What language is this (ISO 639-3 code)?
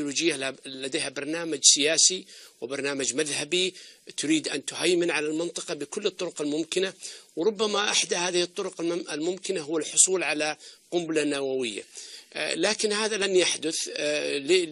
ara